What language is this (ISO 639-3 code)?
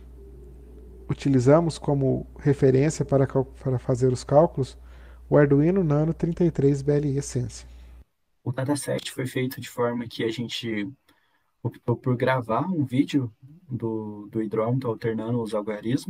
por